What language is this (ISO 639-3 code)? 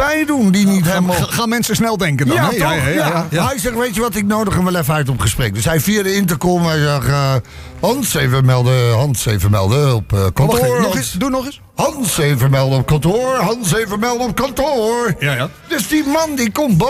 nld